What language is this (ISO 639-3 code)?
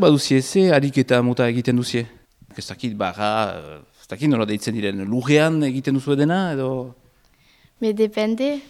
eus